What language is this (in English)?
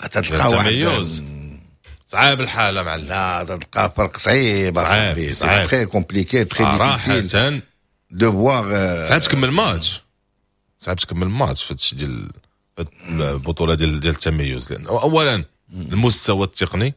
Moroccan Arabic